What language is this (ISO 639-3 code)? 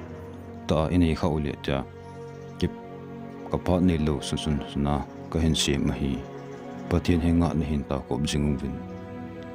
tcz